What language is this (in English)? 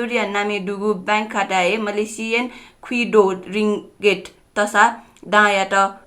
Newari